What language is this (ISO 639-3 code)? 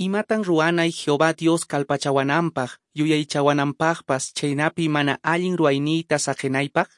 que